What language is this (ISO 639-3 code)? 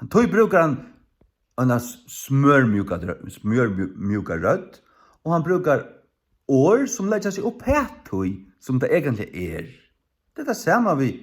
fao